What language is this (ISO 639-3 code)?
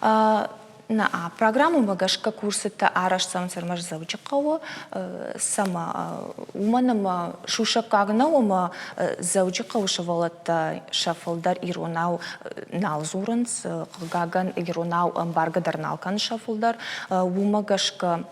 oss